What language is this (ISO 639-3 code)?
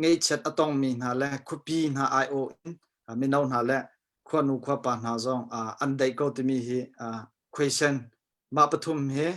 cnh